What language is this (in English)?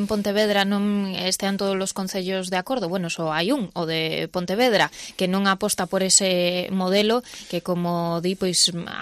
Galician